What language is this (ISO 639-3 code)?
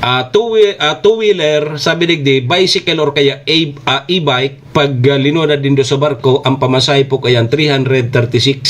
bik